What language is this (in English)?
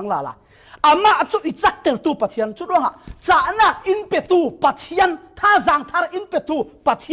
Falam Chin